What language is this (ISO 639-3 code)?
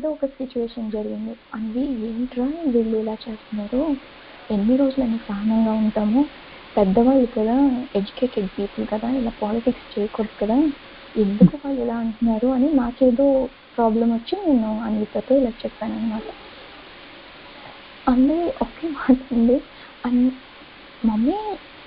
tel